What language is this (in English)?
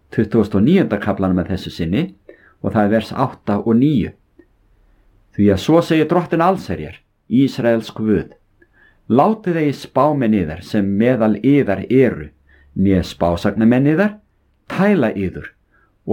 Icelandic